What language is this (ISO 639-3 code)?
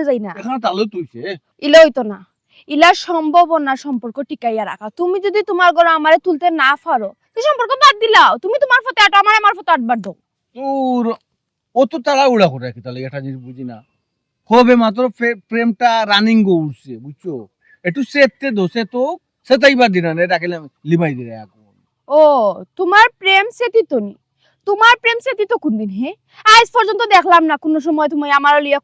syl